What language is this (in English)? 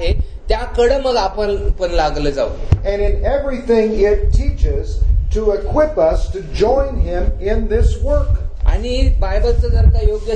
Marathi